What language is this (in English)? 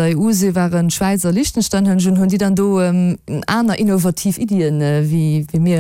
Luxembourgish